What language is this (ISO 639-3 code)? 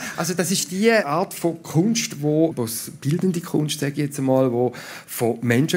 gsw